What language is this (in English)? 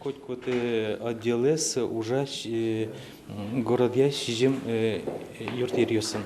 Udmurt